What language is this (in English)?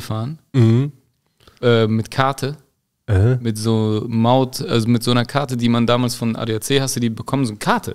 German